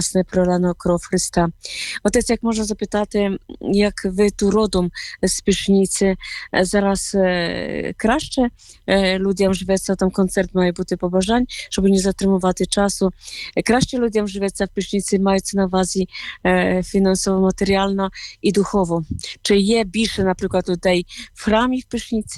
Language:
Ukrainian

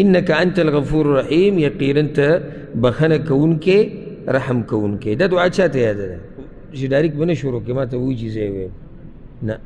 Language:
Pashto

